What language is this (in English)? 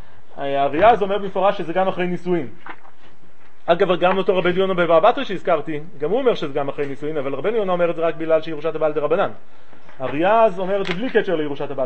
Hebrew